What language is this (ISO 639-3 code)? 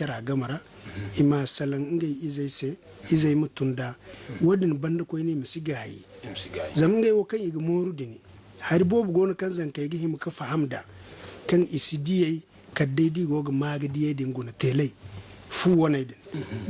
dje